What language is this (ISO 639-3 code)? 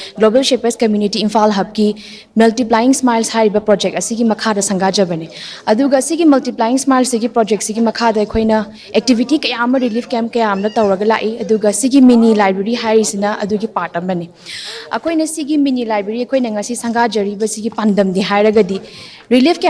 mni